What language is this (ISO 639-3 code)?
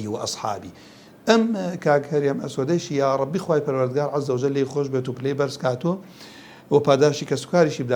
ckb